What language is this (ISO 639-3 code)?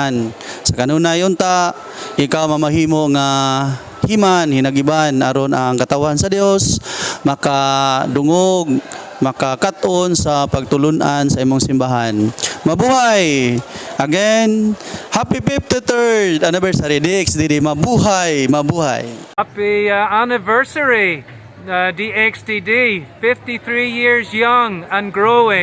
ceb